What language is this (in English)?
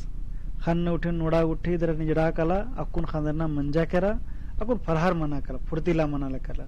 Kurukh